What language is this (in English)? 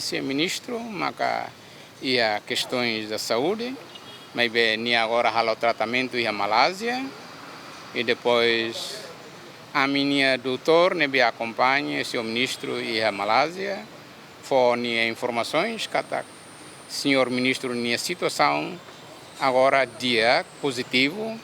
Tetum